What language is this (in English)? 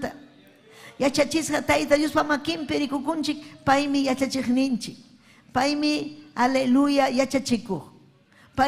Ayacucho Quechua